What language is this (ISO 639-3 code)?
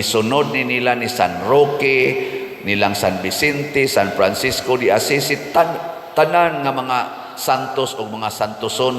ceb